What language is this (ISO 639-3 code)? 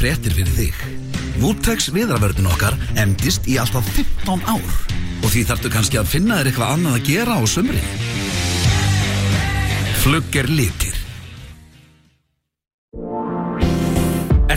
isl